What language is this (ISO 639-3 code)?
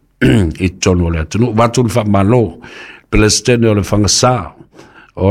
smo